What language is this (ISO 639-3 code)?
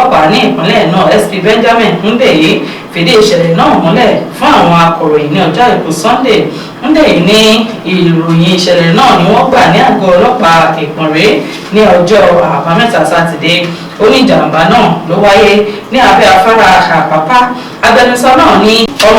yor